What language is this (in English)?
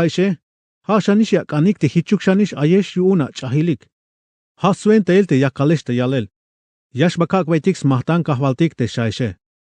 Tzeltal